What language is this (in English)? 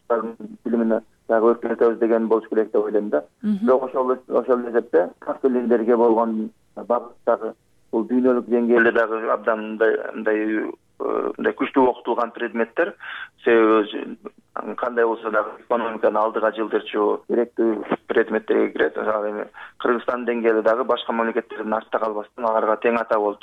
Kyrgyz